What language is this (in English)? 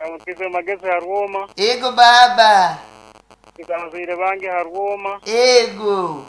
Nyoro